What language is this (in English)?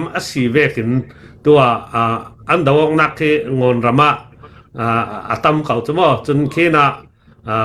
Falam Chin